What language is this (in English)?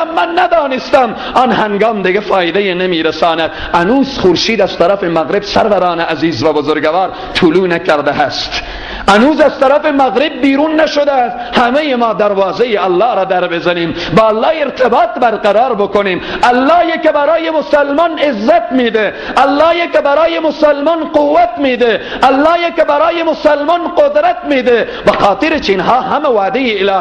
Persian